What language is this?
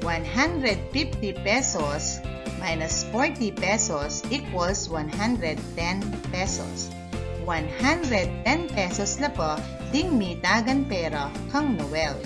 Pampanga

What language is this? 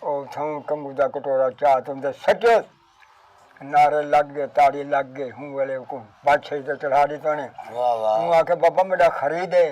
Saraiki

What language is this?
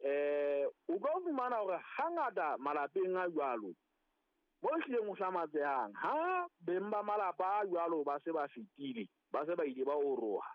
Southern Sotho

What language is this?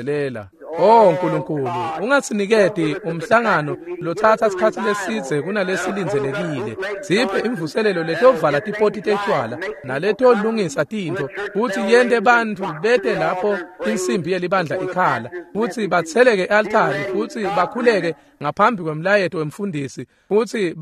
Swati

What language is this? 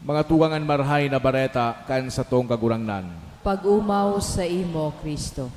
Bikol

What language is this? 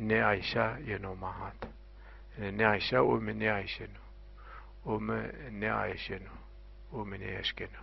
Zaza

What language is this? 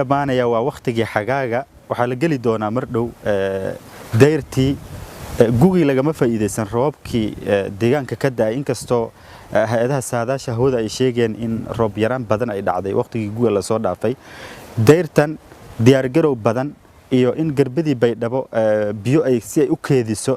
Somali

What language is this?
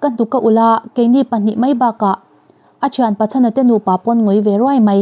Mizo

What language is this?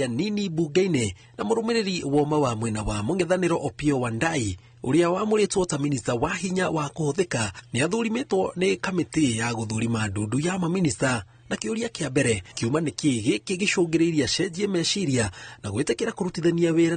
Kikuyu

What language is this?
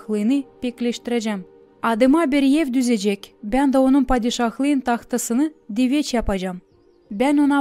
Gagauz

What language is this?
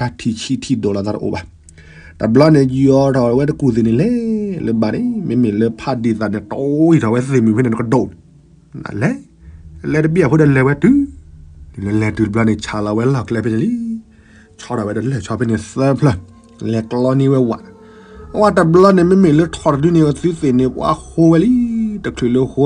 S'gaw Karen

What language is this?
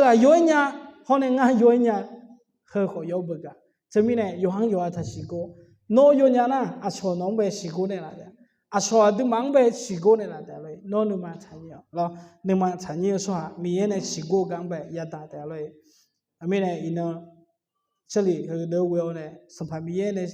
Akha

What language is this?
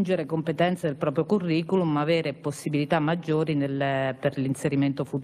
Italian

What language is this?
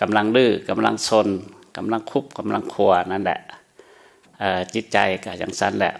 Lao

